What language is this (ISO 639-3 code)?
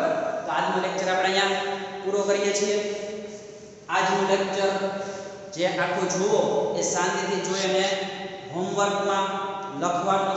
guj